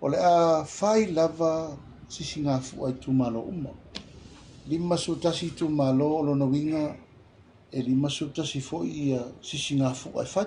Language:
Samoan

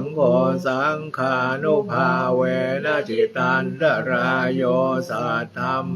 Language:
Pali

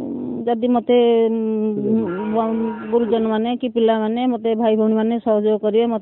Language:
Odia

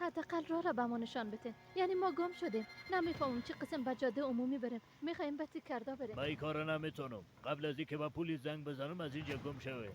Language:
Persian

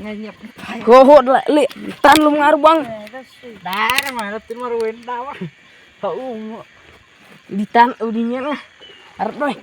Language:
Khasi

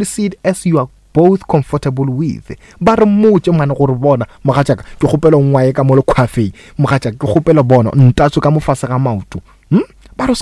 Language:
Northern Sotho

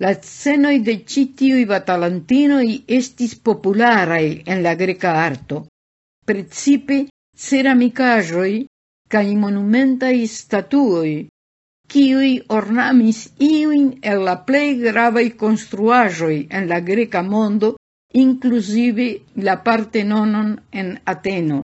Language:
Esperanto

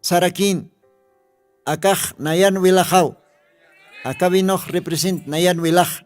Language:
Aymara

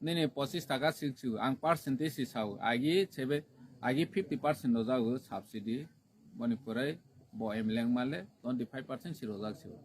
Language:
Kok Borok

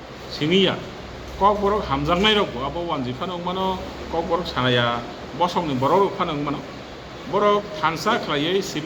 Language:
Kok Borok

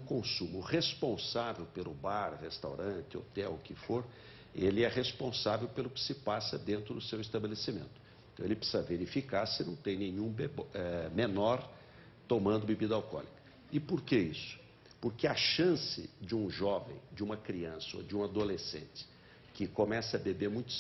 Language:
Portuguese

